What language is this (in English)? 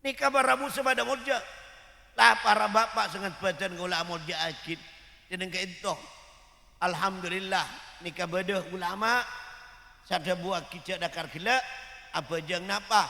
Madurese